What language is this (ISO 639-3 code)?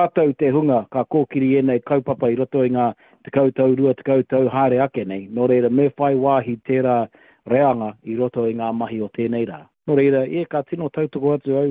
mri